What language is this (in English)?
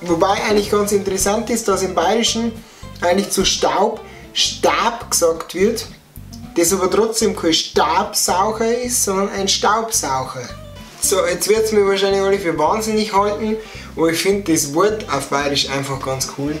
Bavarian